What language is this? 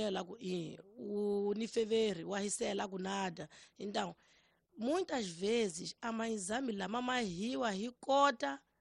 Tsonga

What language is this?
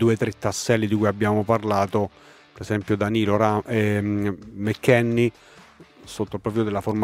Italian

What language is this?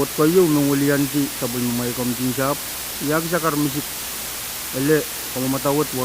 Pohnpeian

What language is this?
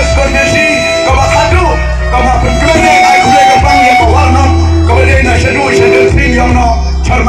Khasi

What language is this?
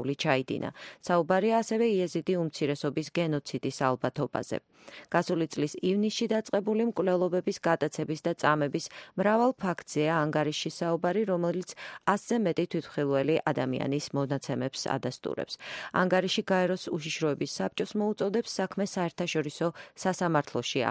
Georgian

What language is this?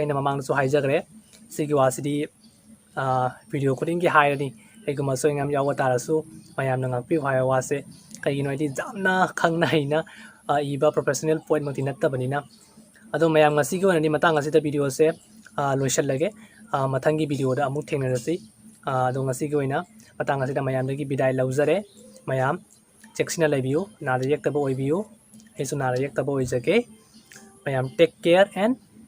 Manipuri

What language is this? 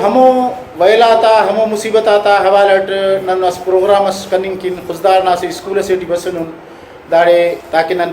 Brahui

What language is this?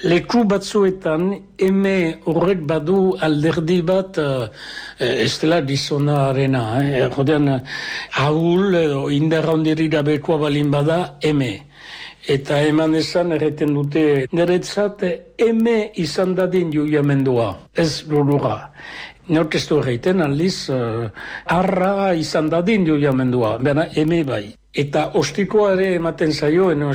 Basque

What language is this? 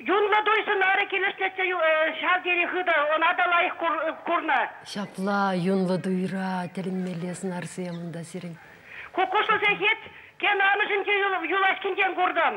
Chuvash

